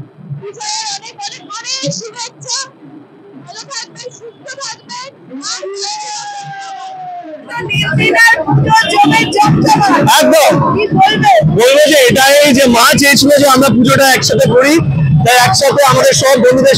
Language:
Bangla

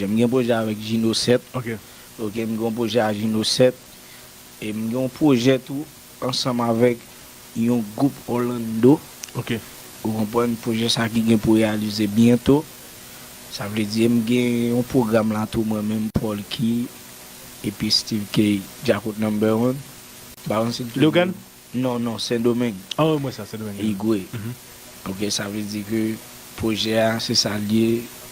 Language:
Haitian Creole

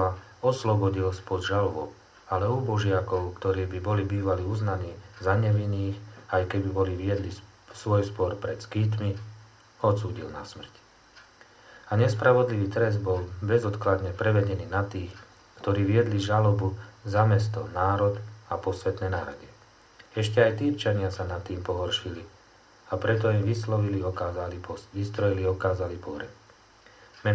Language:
Slovak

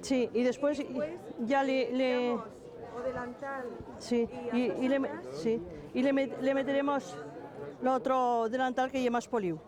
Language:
Aragonese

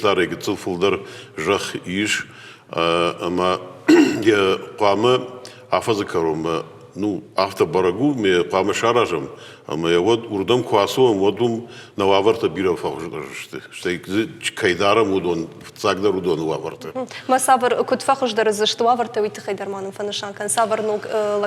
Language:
Ossetic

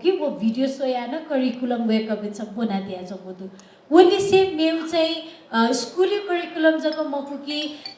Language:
Newari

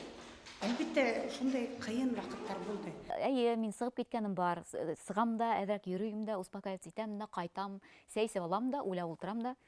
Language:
Bashkir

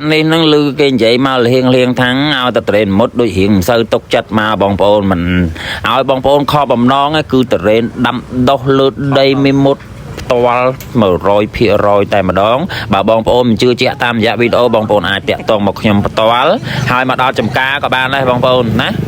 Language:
Khmer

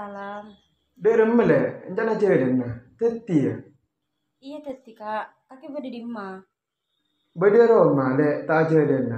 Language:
Madurese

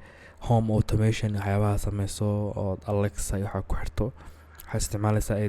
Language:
Somali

